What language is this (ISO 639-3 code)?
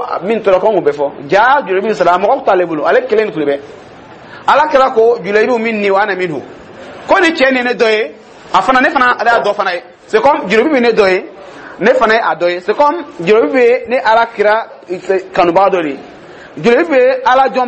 dyu